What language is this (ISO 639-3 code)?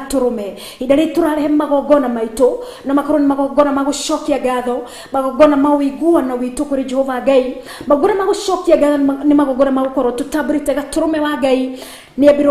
kik